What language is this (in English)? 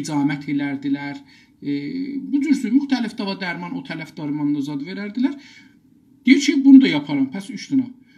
South Azerbaijani